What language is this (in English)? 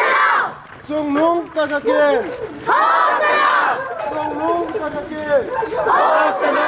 Hmar